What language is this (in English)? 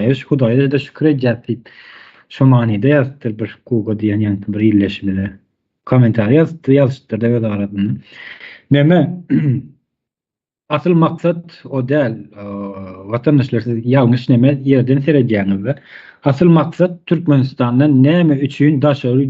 Turkmen